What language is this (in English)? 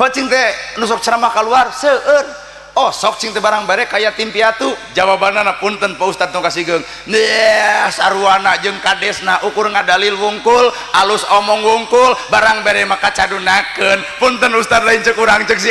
Sundanese